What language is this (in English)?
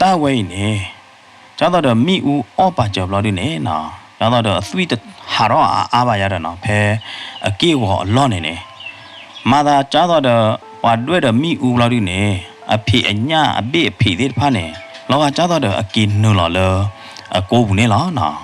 S'gaw Karen